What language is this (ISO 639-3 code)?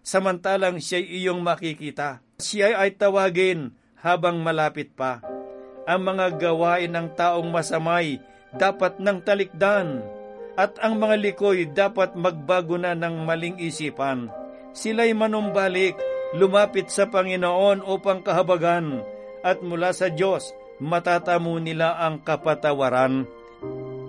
fil